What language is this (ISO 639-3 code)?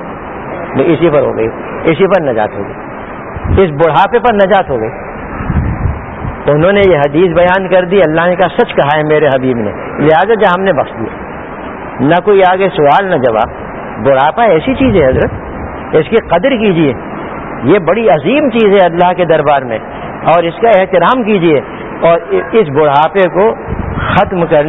urd